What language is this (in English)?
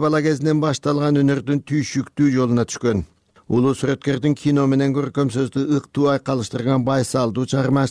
Kyrgyz